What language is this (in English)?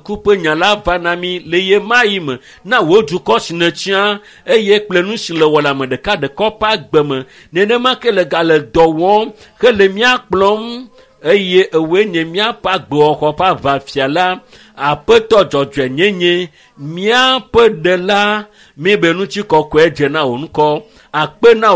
Ewe